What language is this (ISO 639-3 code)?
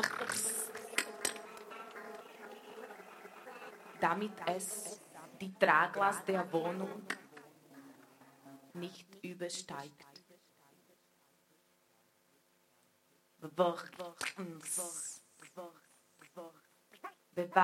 deu